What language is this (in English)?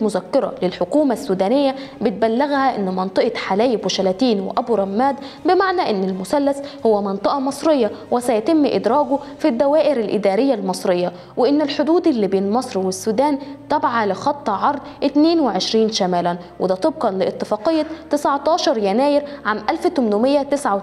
Egyptian Arabic